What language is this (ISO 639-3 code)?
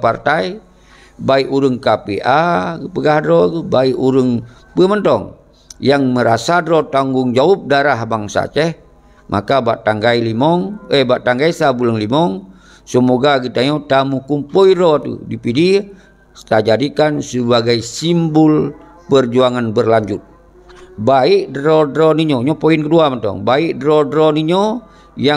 ace